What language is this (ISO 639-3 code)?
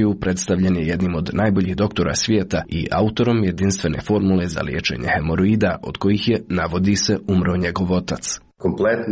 srp